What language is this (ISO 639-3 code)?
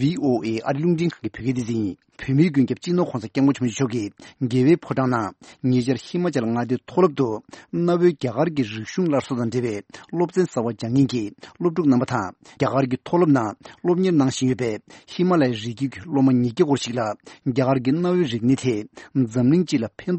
bod